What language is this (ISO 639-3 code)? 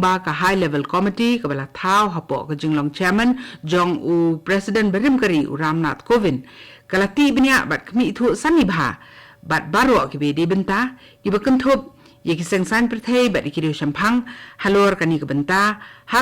kha